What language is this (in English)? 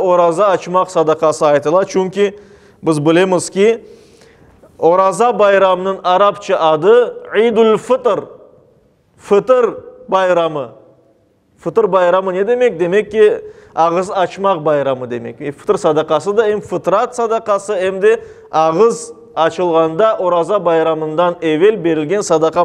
Crimean Tatar